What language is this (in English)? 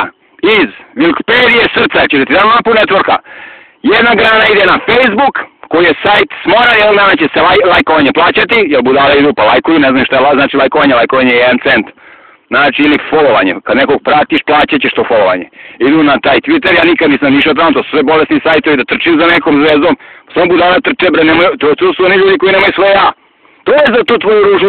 Serbian